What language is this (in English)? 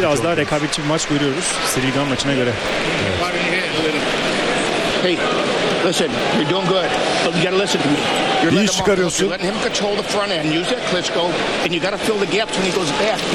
Turkish